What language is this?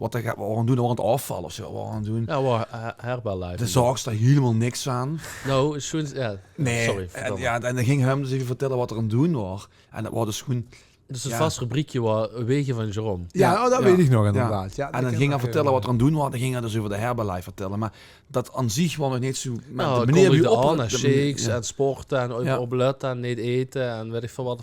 Limburgish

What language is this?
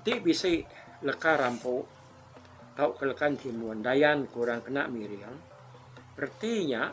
Iban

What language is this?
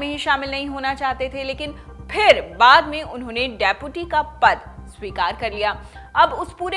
Hindi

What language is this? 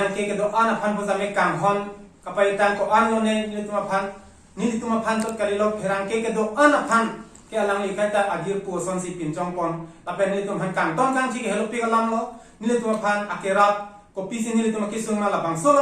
Karbi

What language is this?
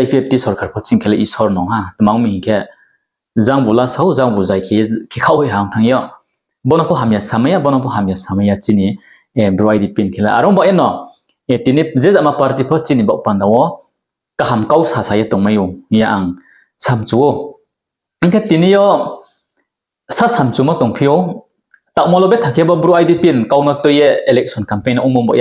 Riang (India)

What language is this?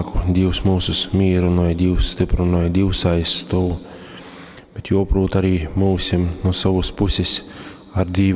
Latgalian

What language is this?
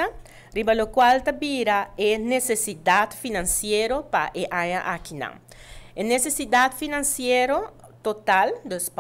Papiamento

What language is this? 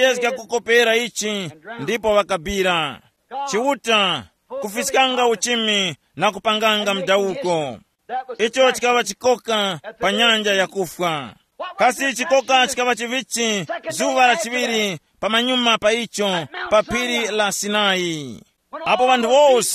Tumbuka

